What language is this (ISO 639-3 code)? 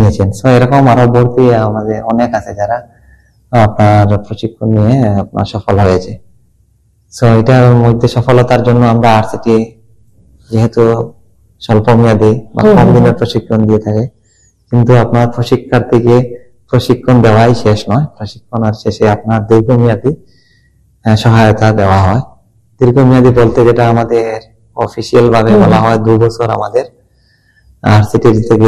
ben